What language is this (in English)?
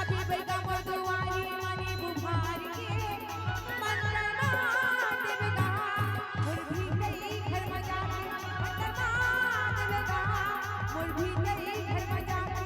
Chhattisgarhi